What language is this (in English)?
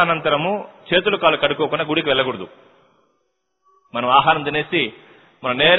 Telugu